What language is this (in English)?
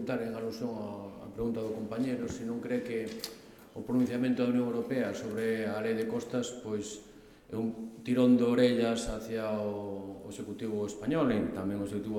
Galician